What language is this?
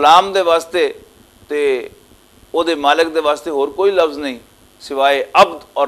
Western Panjabi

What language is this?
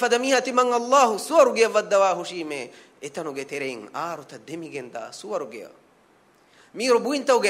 Divehi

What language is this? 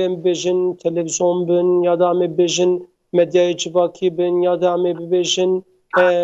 Kurdish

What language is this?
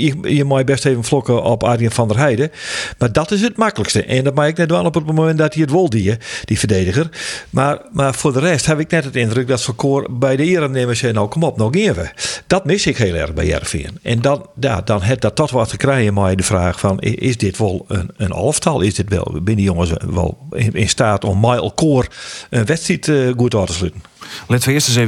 Western Frisian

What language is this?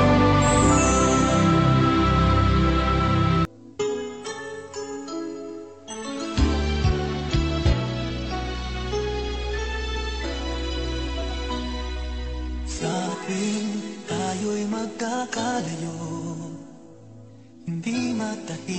Filipino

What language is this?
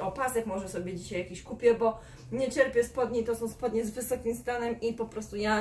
Polish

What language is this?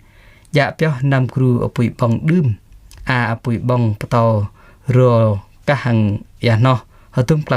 Jarai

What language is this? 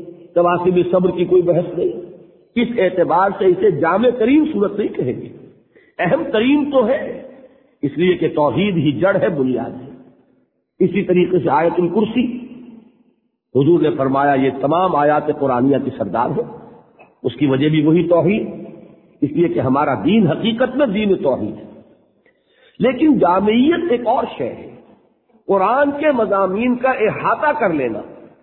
Urdu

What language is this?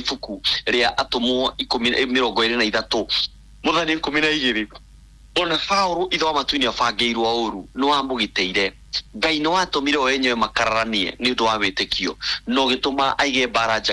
Kikuyu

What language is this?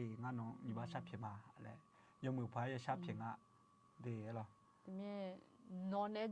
Akha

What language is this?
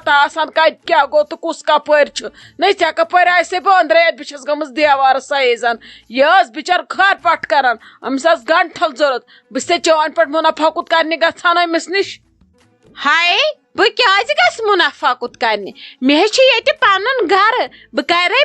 Kashmiri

